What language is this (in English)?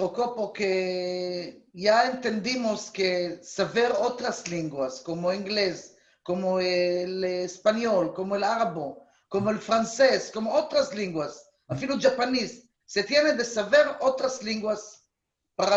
Ladino